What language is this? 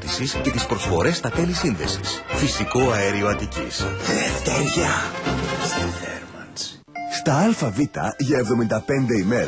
Greek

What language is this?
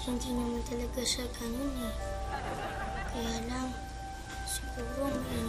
Filipino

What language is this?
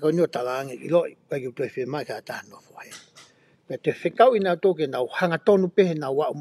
Tongan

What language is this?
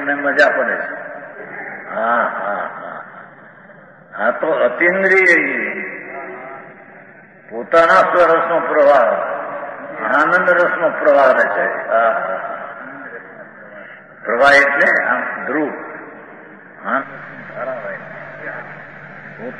Gujarati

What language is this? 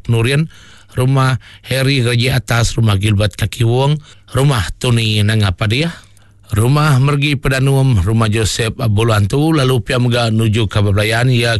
Iban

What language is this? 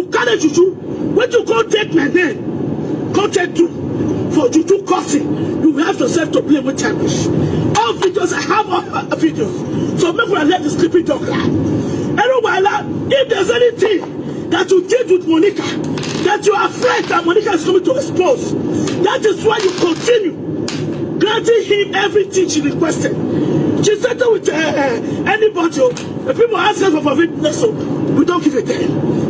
Nigerian Pidgin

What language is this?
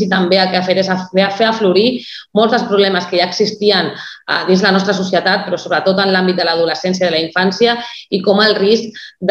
Catalan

